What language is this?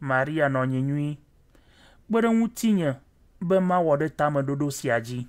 Ewe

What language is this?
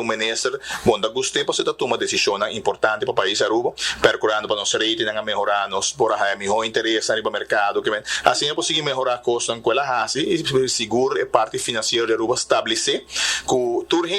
Papiamento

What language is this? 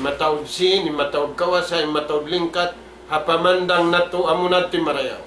Tausug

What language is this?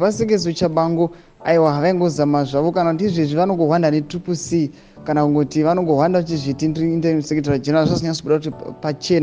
Shona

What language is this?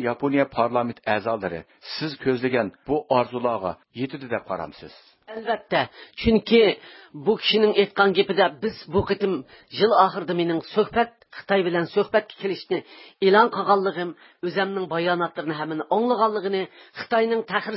Uyghur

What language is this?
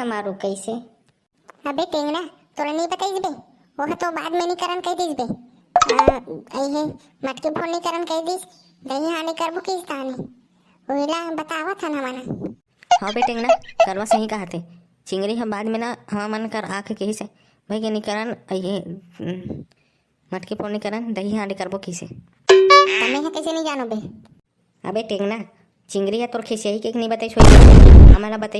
Chhattisgarhi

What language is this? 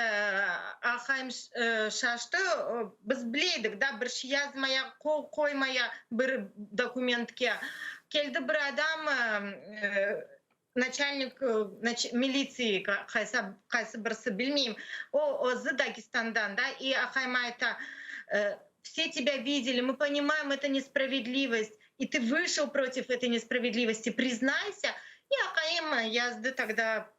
Crimean Tatar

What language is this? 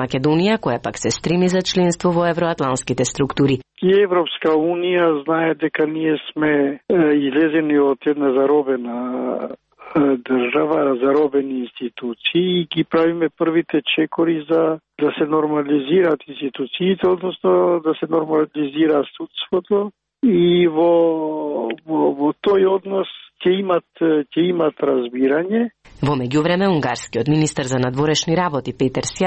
Macedonian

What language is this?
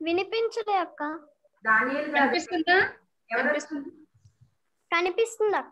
Telugu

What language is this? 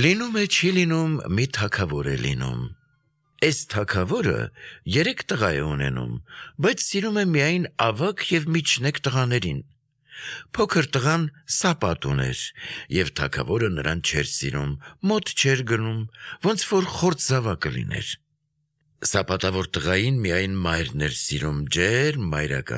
Armenian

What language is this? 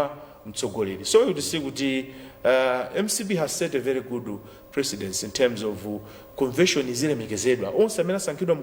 Nyanja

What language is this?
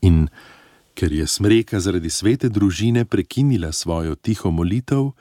Slovenian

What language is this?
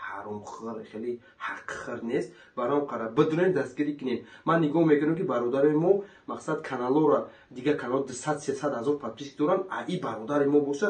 Tajik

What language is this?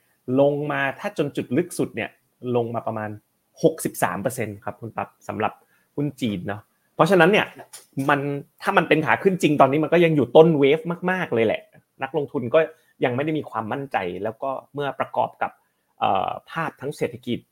Thai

